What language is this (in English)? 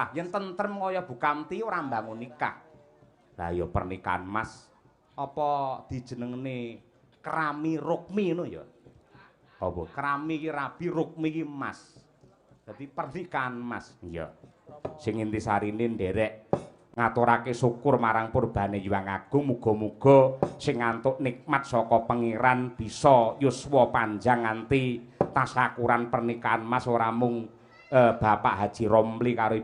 Javanese